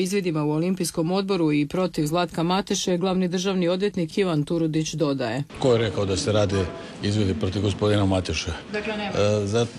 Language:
Croatian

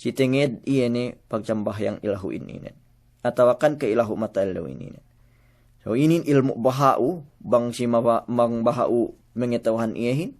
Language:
Yakan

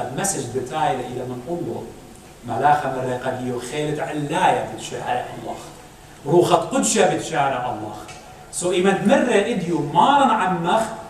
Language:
Assyrian Neo-Aramaic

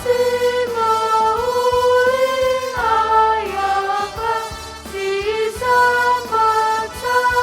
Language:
Batak Karo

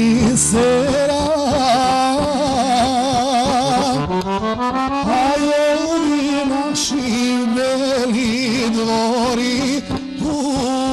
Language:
Serbian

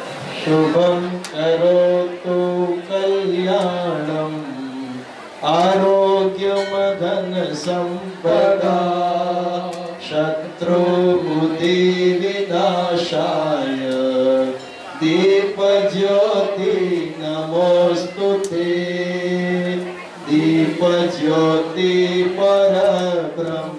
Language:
Gujarati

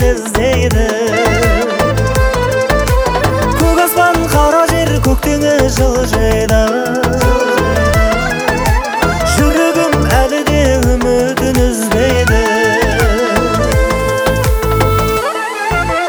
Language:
Kazakh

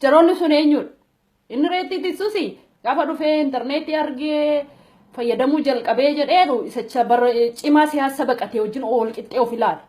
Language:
Oromo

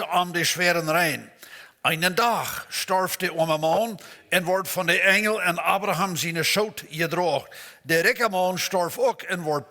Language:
Plautdietsch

